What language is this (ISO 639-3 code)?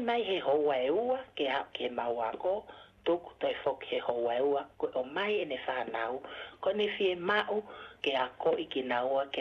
ton